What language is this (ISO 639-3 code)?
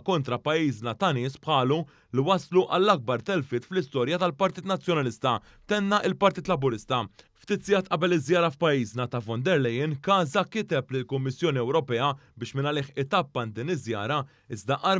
mlt